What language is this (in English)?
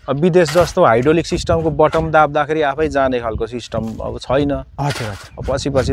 Nepali